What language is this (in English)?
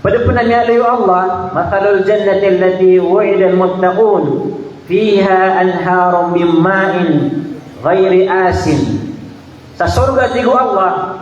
Maranao